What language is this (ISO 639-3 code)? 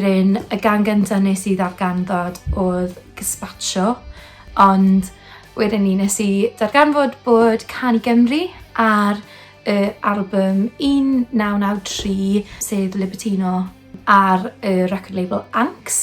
cym